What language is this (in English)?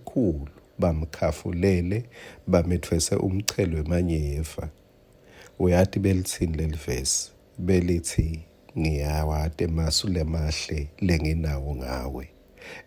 Swati